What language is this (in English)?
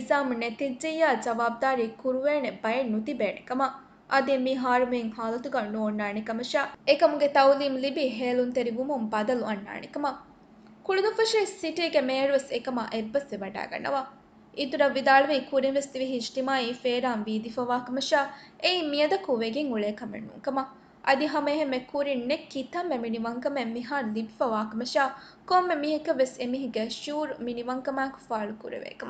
Divehi